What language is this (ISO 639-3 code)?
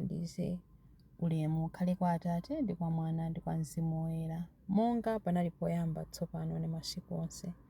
nya